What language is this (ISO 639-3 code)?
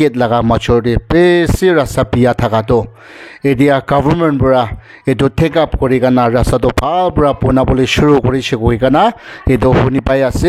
nag